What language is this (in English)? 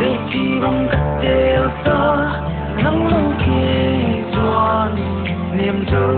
Paite Chin